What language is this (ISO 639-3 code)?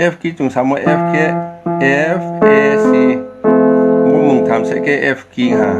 ria